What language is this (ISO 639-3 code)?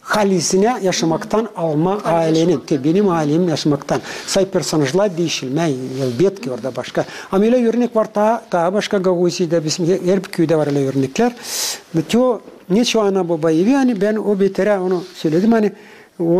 gag